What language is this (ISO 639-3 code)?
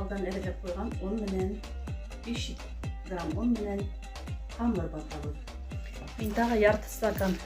bak